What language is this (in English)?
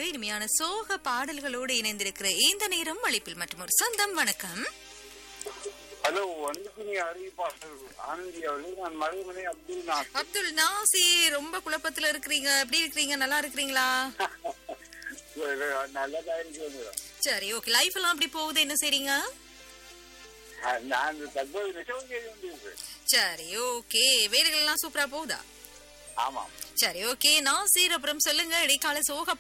Tamil